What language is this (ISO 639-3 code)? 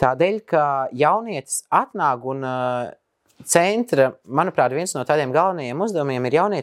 lav